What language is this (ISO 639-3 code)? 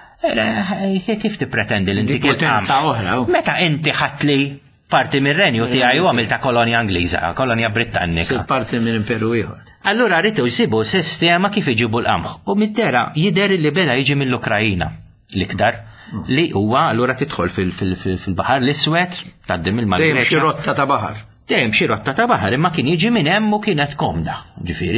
mlt